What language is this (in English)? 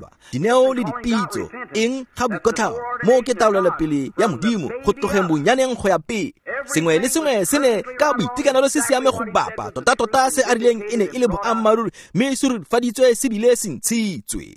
Tswana